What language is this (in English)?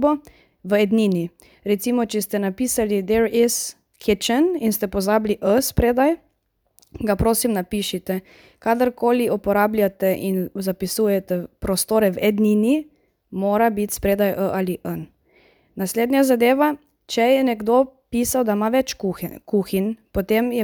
Slovenian